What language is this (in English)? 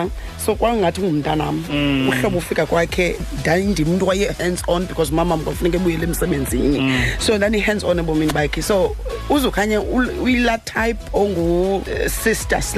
Xhosa